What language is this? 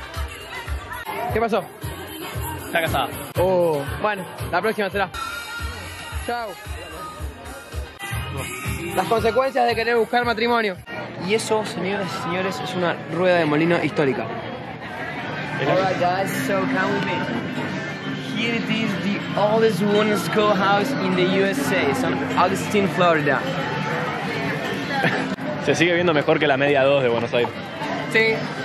Spanish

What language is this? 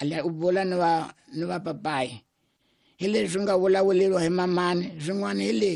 Tsonga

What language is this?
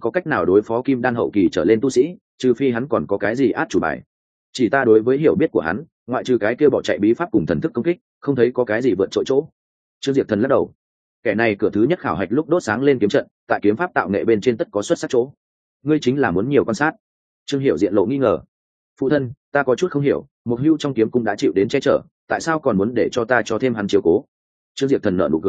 Vietnamese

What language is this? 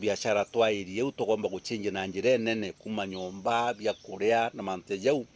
Meru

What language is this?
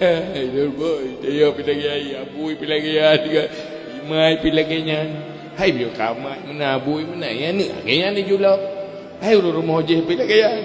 Achinese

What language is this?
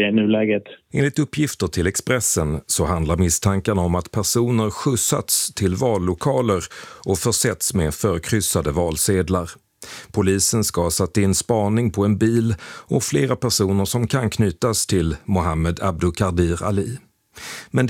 Swedish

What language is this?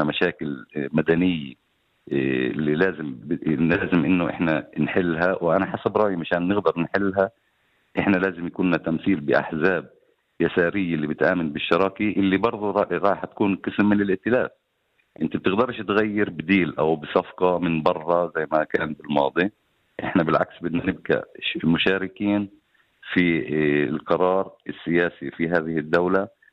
North Levantine Arabic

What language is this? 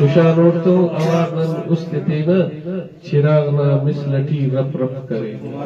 Brahui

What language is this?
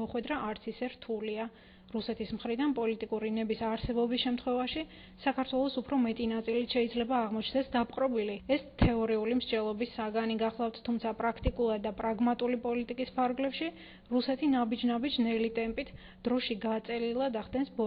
Georgian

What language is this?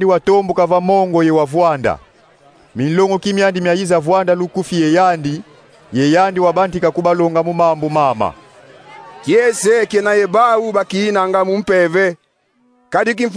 Kongo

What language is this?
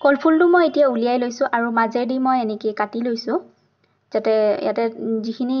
Assamese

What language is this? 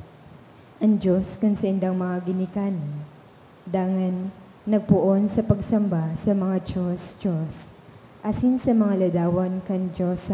Bikol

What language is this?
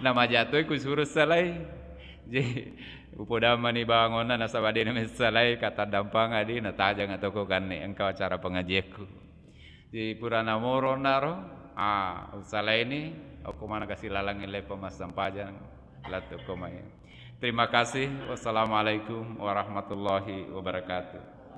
Buginese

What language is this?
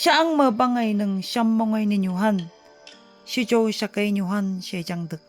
Phom Naga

